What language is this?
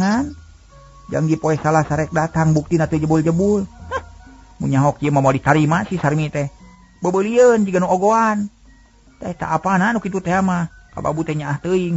Sundanese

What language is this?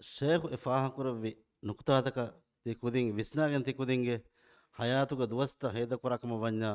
Divehi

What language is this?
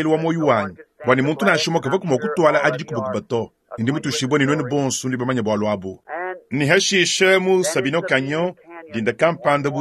Luba-Lulua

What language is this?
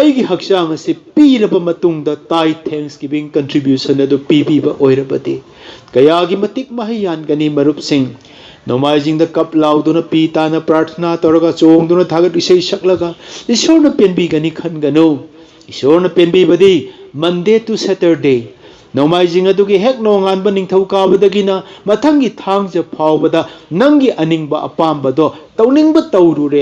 Manipuri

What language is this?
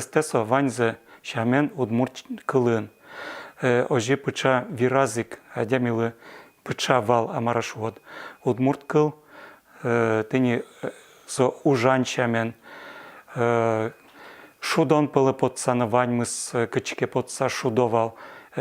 Udmurt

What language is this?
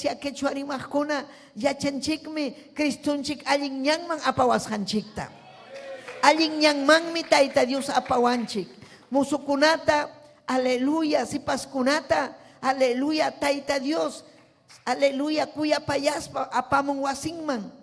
Ayacucho Quechua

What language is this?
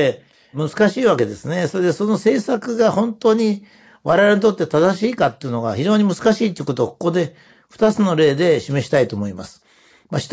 Japanese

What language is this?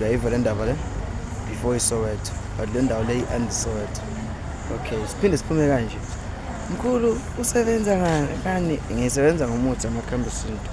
Zulu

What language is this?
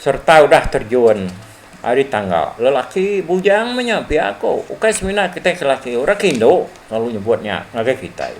Iban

